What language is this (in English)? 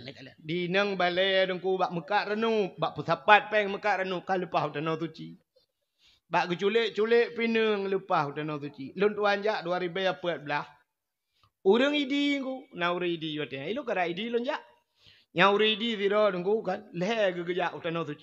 Achinese